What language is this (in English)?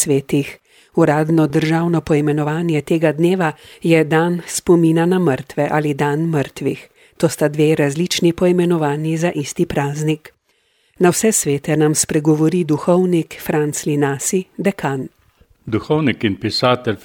Slovenian